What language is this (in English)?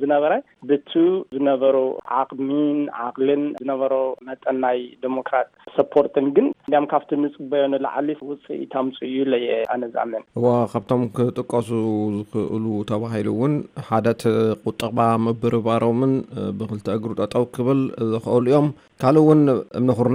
Tigrinya